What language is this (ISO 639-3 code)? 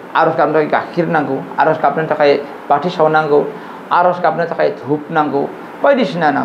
brx